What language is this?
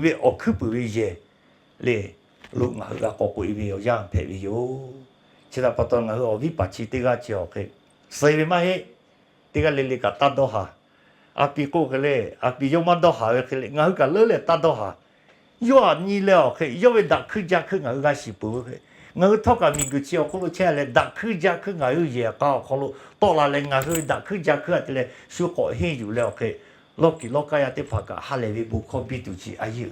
Lahu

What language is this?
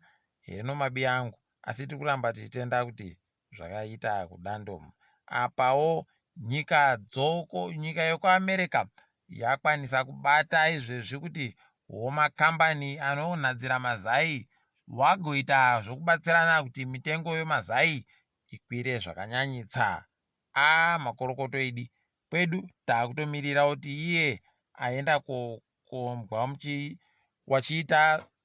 Ndau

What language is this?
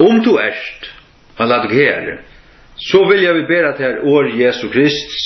Faroese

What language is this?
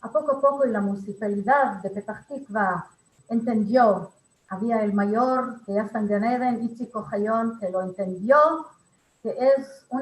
Ladino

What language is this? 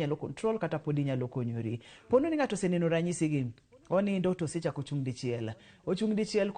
Luo (Kenya and Tanzania)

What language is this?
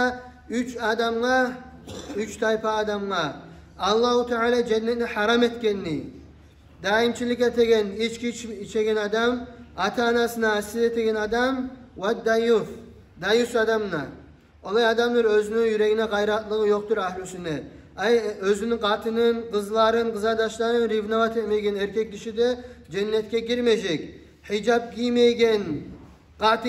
Kumyk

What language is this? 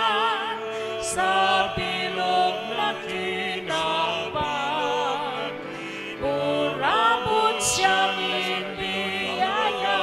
Bikol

